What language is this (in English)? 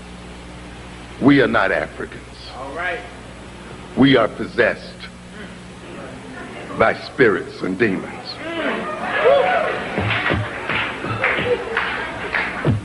English